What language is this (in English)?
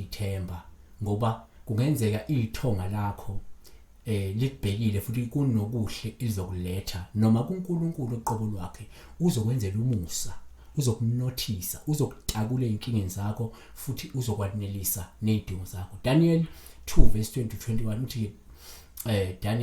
Zulu